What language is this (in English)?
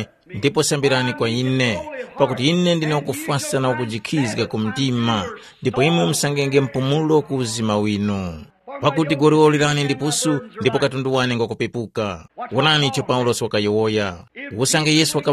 Tumbuka